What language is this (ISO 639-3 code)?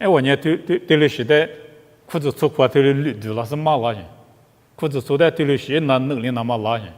lis